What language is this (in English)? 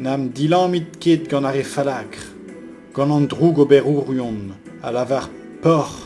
Breton